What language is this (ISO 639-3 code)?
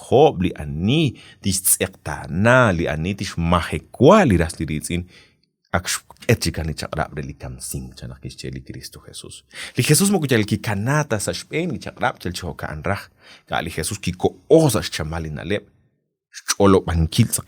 kek